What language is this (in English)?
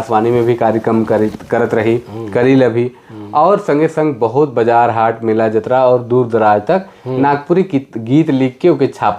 Sadri